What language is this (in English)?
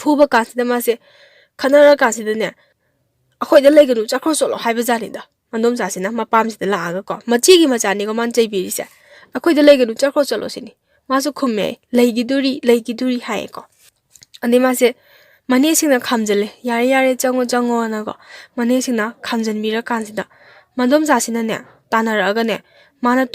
Manipuri